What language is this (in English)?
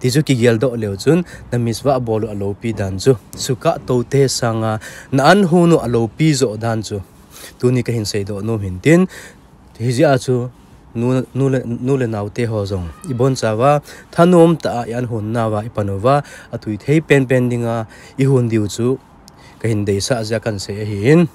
Thado Chin